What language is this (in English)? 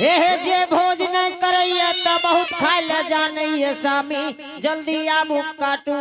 Angika